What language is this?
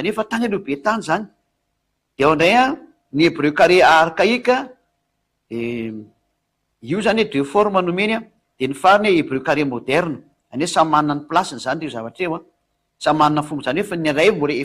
Malagasy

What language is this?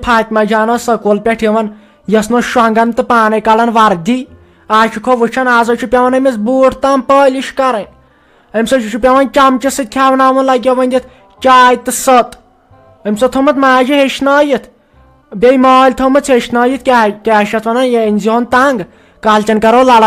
Kashmiri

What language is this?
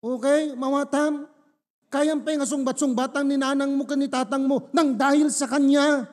Iloko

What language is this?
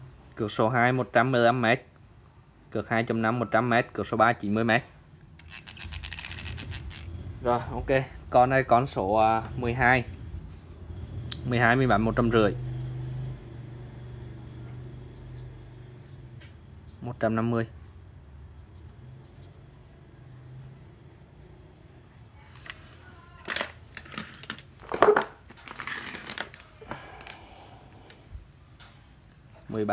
Vietnamese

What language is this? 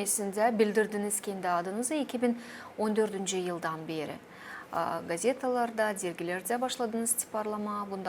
Gagauz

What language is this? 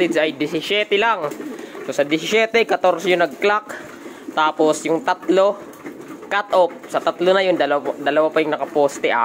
Filipino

